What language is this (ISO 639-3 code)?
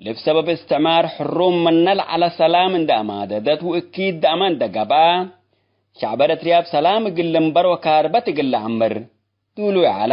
tig